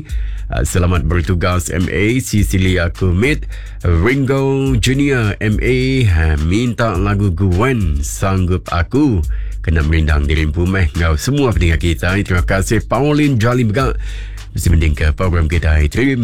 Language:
Iban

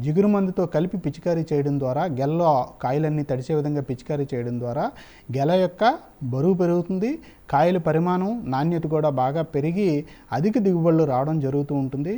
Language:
Telugu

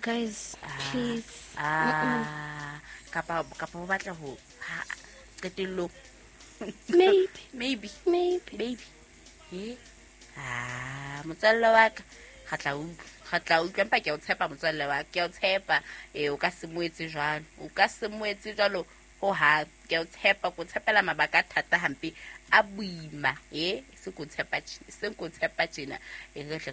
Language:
Southern Sotho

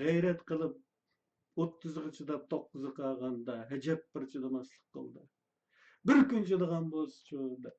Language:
Uyghur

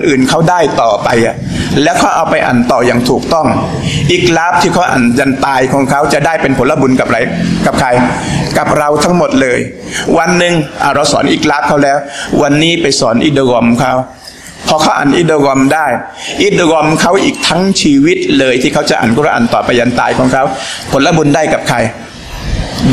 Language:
Thai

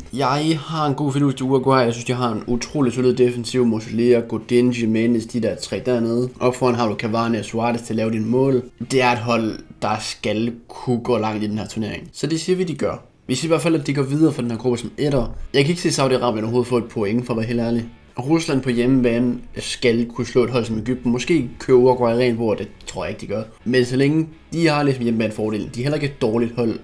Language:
Danish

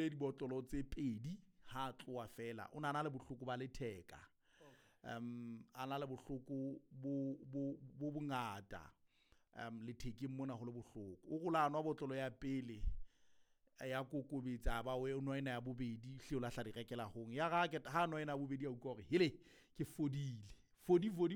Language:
Southern Sotho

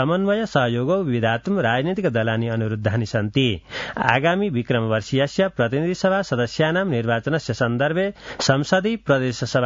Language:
Sanskrit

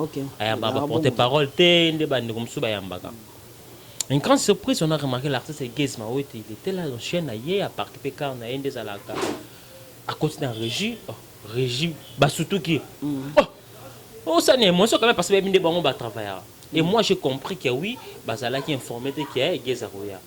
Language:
Lingala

